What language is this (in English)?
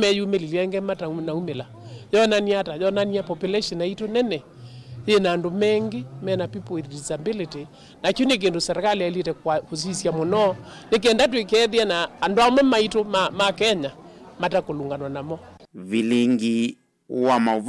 Kamba